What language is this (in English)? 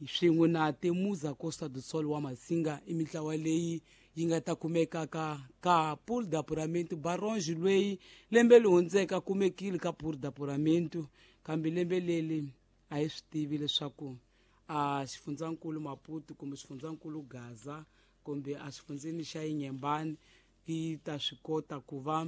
Tsonga